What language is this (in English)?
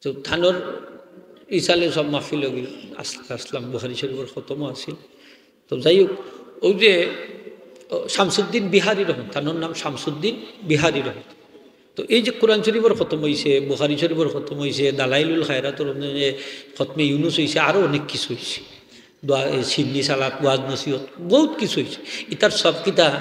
Sylheti